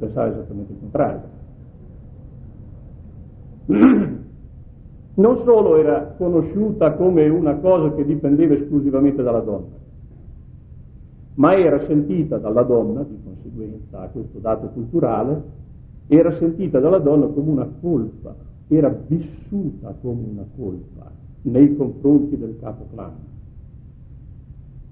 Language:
Italian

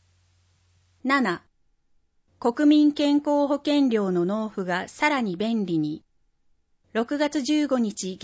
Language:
Japanese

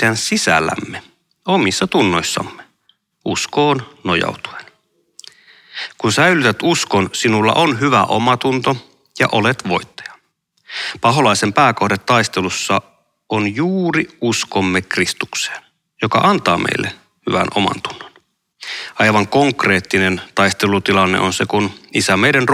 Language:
Finnish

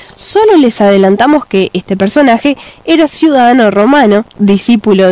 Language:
Spanish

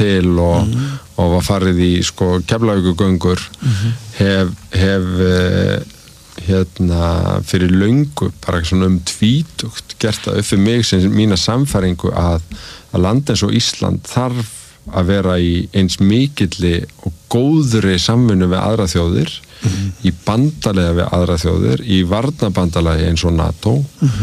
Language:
Icelandic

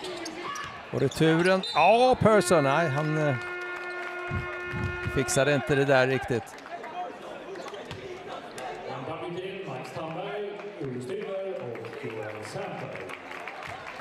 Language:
Swedish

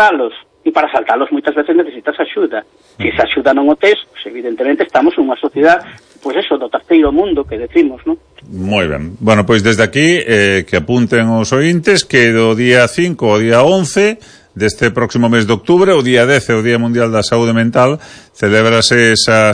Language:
Galician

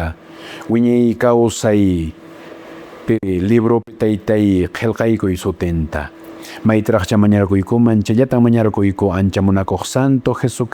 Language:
Quechua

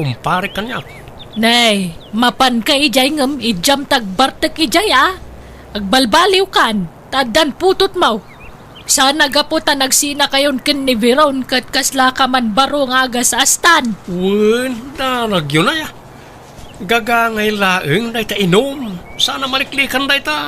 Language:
Iloko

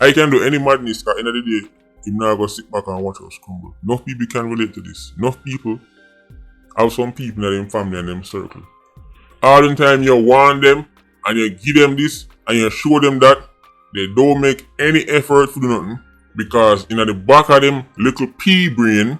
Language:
Jamaican Creole English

